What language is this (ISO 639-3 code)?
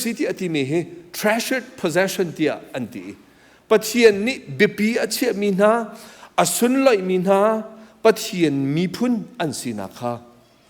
cnh